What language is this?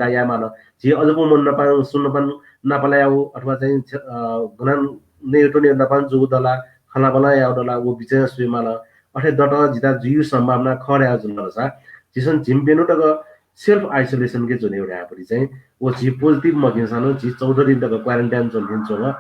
Newari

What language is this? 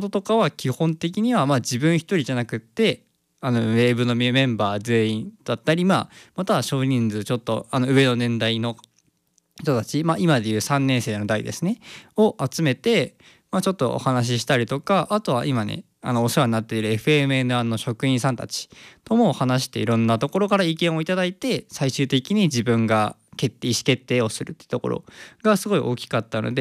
Japanese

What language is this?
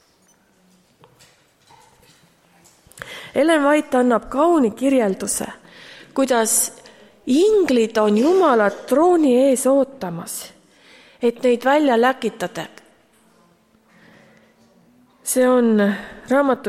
Estonian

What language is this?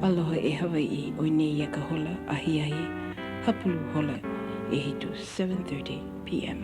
Hawaiian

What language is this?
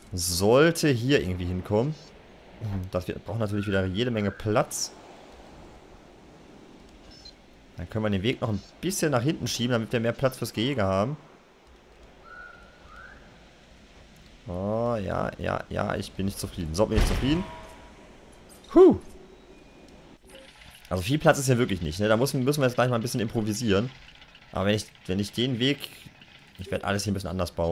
German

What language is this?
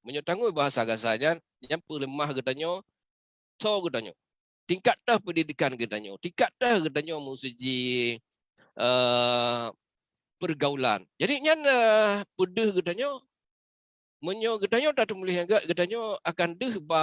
Achinese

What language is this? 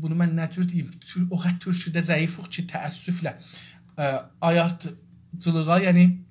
South Azerbaijani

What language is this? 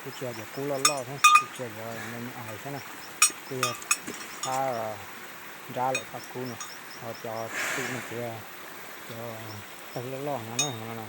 Hmong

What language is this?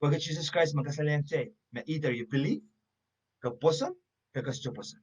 Pohnpeian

